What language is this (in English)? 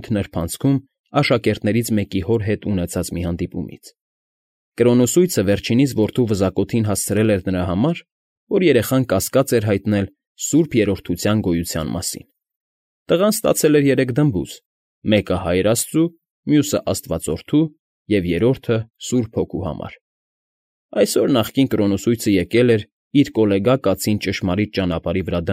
Armenian